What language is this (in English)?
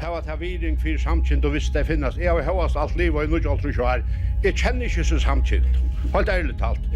Faroese